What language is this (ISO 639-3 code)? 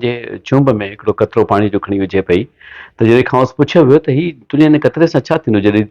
snd